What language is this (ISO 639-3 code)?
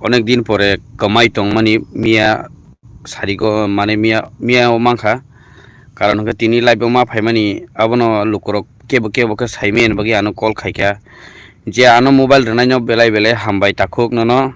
trp